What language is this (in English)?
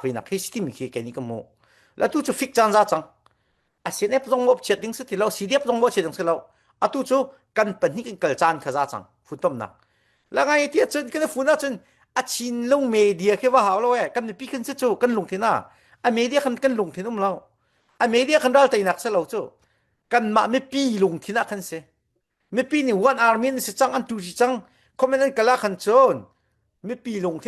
Falam Chin